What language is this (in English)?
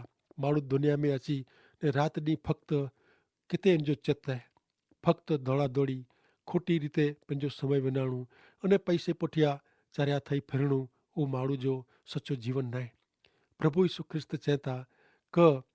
Kachhi